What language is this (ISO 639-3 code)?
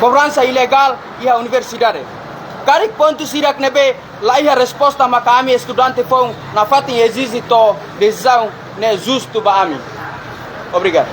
tet